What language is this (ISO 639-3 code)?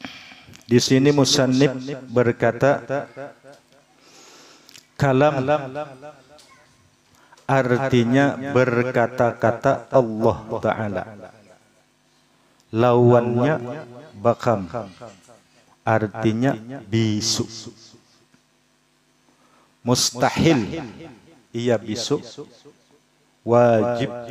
bjn